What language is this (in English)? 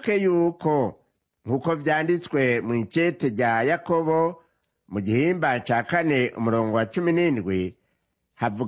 Rundi